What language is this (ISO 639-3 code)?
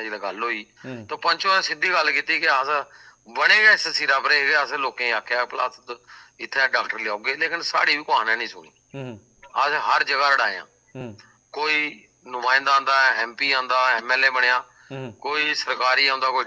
doi